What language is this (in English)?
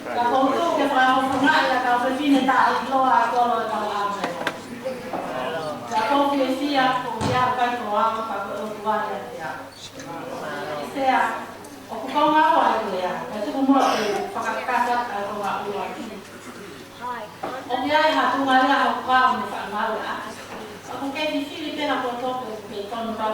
Tongan